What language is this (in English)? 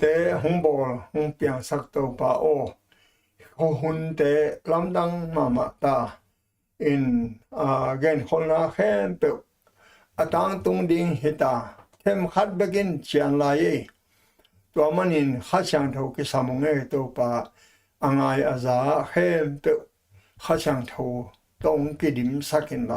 Tedim Chin